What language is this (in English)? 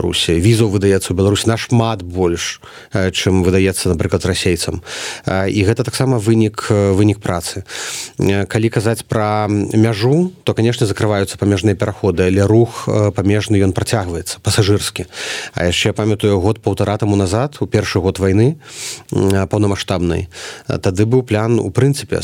Belarusian